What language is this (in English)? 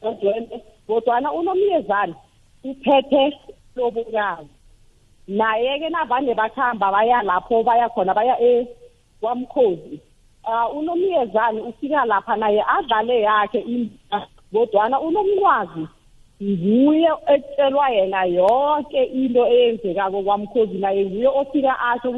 South Ndebele